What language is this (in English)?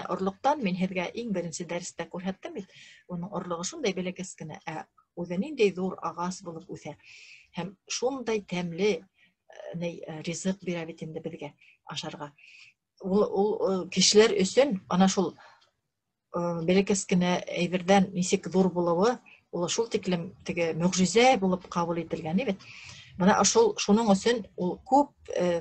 Bashkir